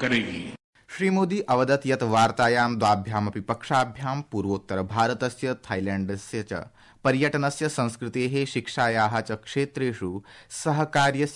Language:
Sanskrit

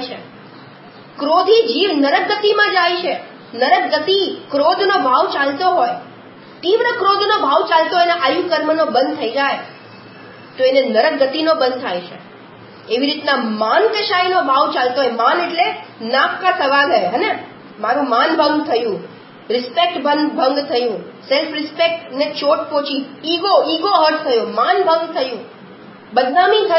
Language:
Gujarati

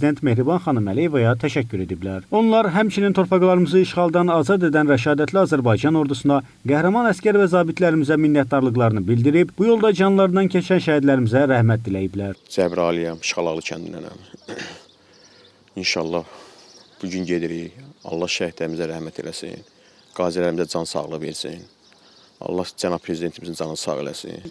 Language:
Azerbaijani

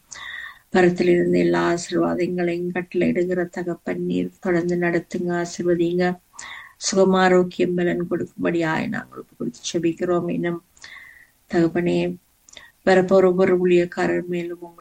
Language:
Tamil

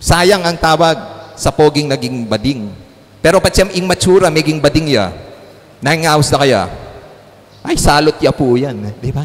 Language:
Pampanga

